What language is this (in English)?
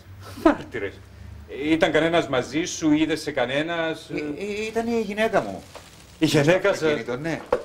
Greek